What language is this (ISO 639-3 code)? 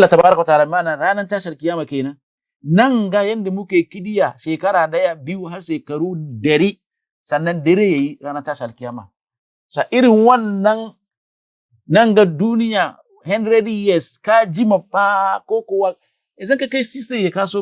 hau